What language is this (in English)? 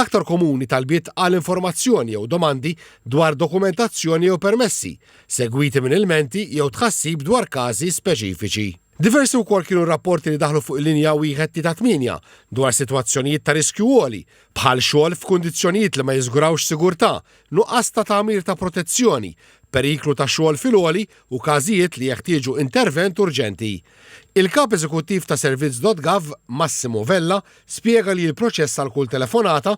Maltese